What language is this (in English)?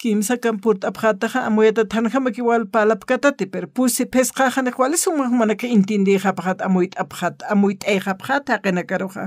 Aymara